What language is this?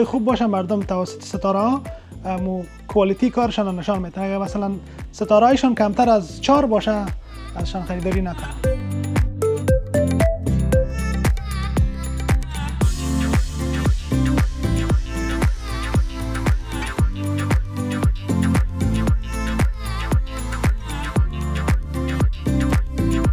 Persian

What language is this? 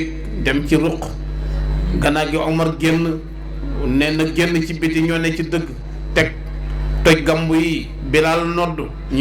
Wolof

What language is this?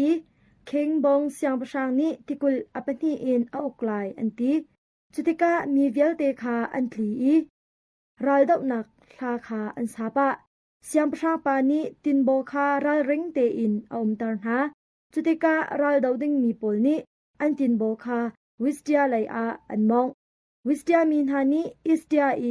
Hakha Chin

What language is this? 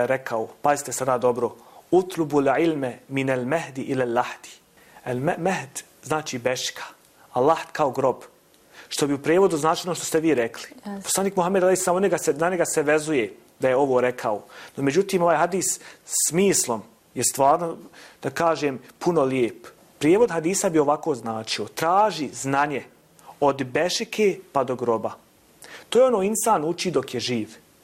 Bosnian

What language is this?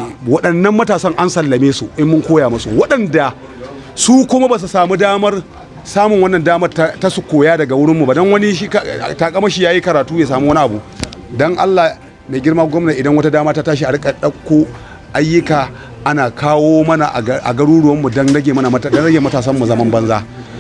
Hausa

